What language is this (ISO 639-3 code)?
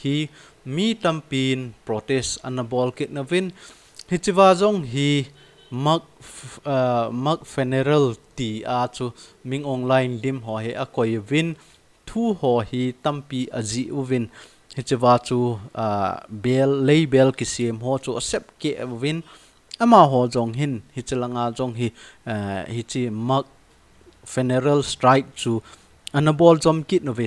tcz